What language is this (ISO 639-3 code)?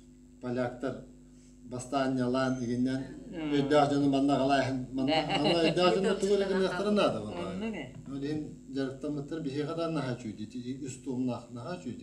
sah